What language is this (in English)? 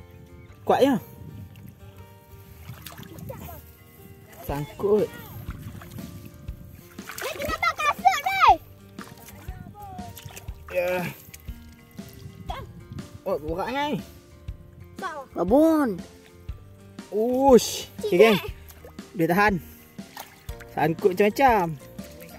Malay